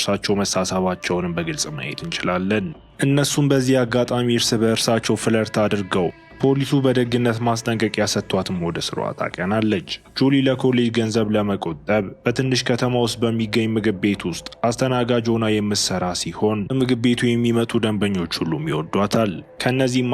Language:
Amharic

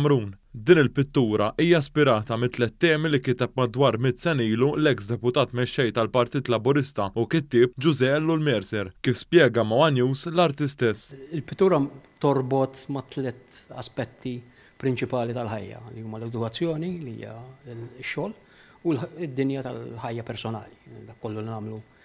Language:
Maltese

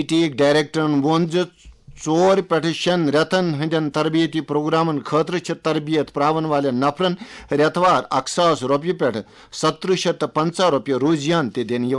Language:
Kashmiri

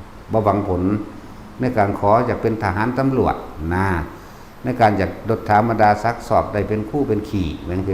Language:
Northeastern Thai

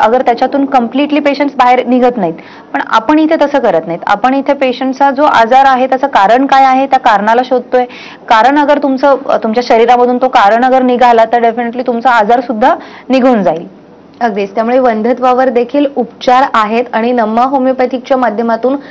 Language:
Marathi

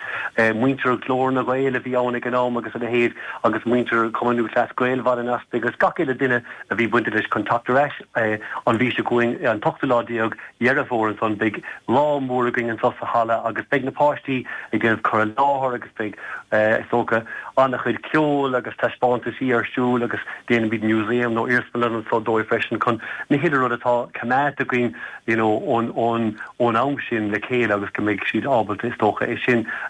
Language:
Irish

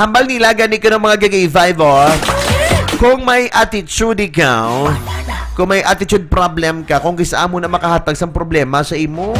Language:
Hiligaynon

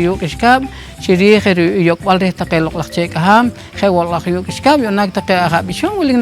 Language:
Poqomchi'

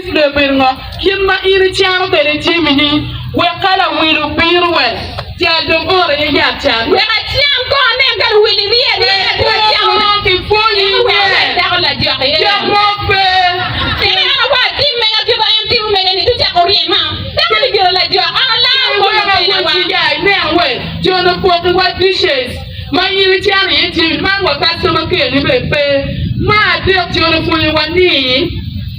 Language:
Acoli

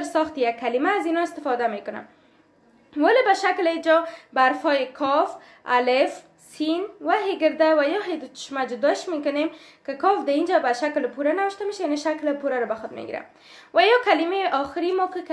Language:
Persian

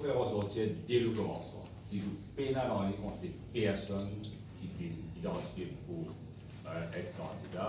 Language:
Morisyen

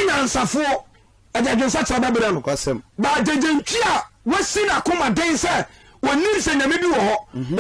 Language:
Akan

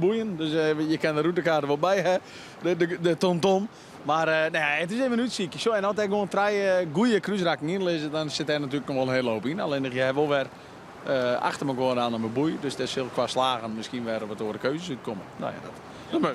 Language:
Western Frisian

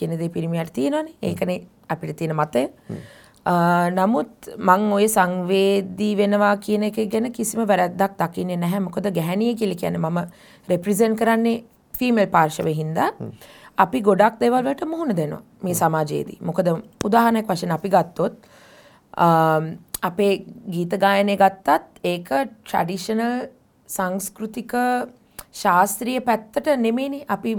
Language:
Sinhala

